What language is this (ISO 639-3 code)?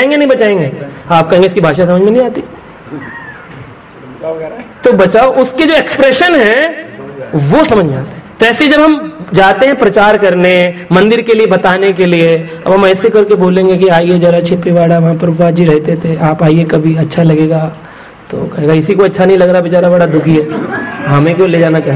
hin